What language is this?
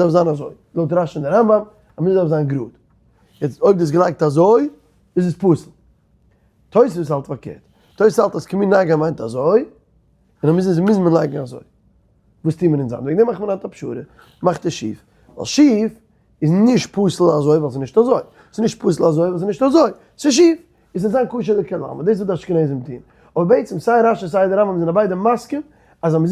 Yiddish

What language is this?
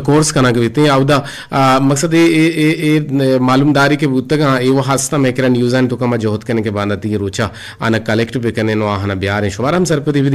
Eastern Balochi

